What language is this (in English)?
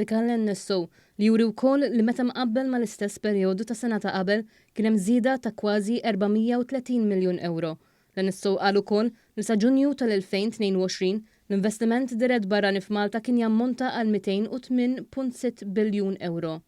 Maltese